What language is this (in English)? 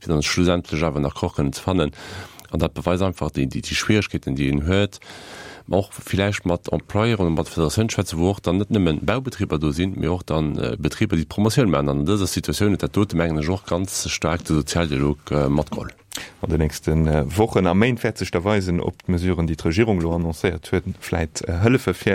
Luxembourgish